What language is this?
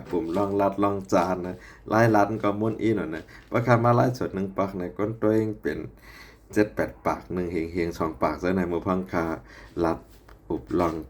Shan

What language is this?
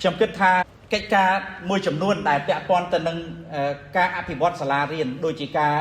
Khmer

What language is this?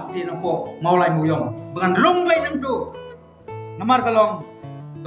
Khasi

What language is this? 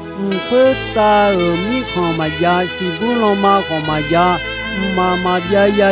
Akha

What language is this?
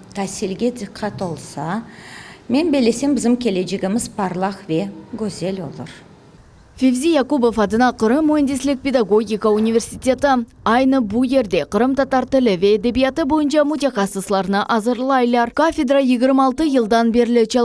Crimean Tatar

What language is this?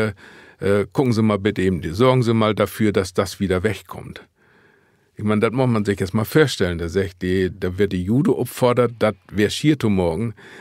Low German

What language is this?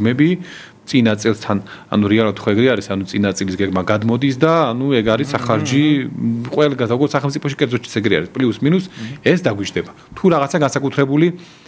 Georgian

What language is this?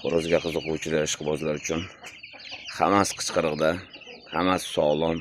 Uzbek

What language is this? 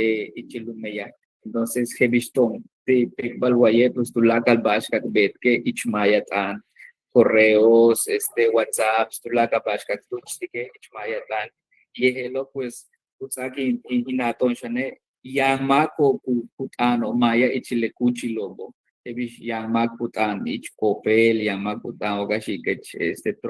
Yucateco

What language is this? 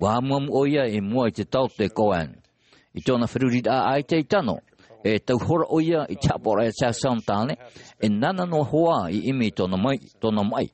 Tahitian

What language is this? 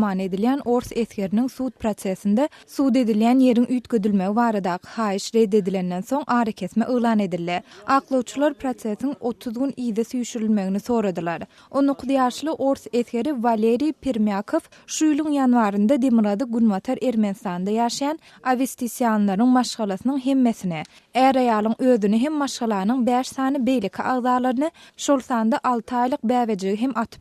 Turkmen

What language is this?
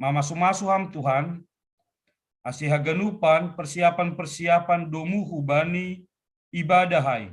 Batak Simalungun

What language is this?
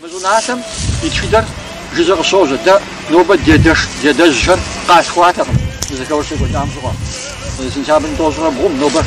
Kabardian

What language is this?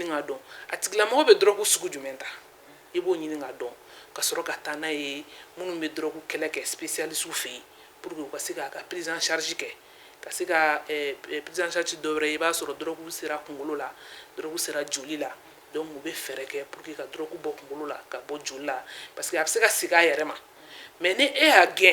Bambara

